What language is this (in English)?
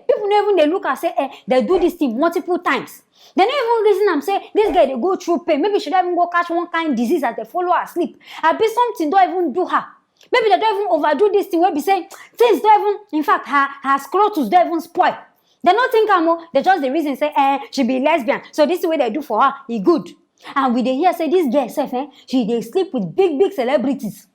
Nigerian Pidgin